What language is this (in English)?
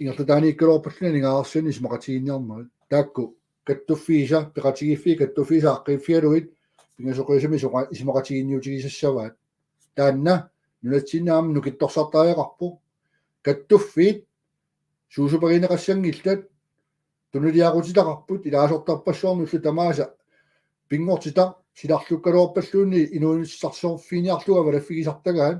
Kalaallisut